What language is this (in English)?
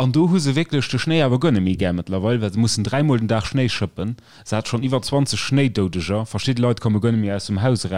Luxembourgish